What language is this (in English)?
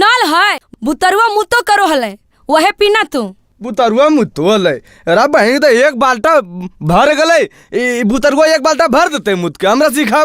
Magahi